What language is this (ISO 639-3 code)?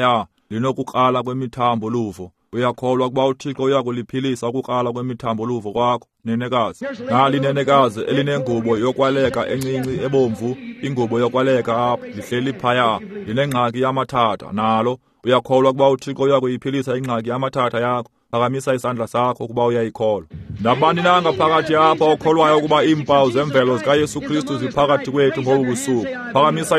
xho